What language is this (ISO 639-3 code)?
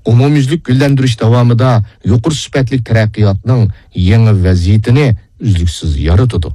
uig